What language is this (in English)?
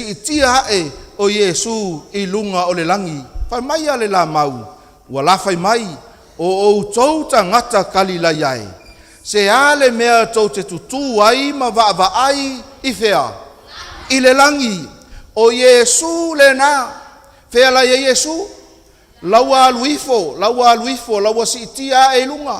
Samoan